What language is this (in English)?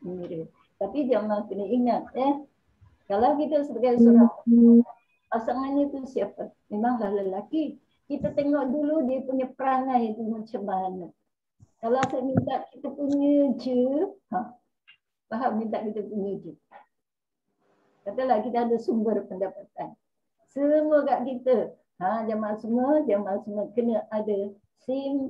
Malay